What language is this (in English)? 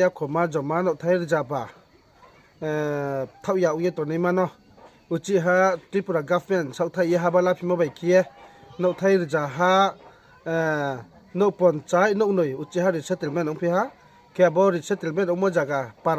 Riang (India)